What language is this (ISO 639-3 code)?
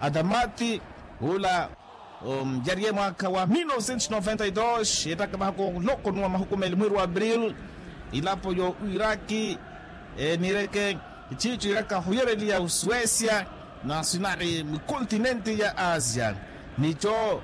vmw